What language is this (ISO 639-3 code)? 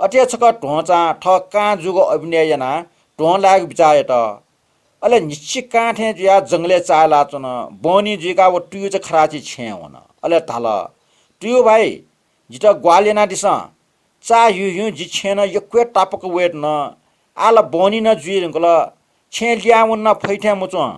new